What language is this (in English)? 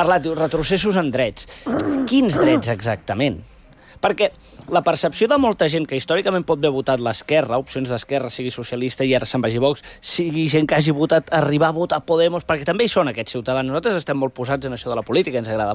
Catalan